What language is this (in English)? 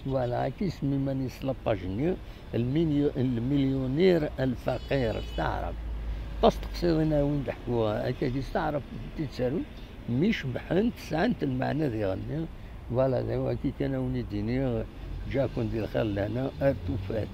Kabyle